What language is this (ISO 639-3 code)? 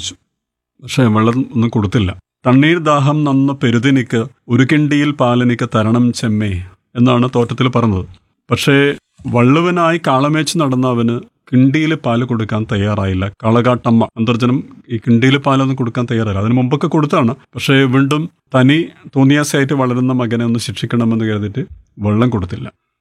mal